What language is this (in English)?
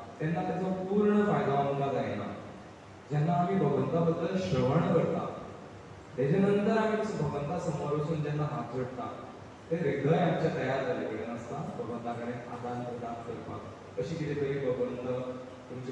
Konkani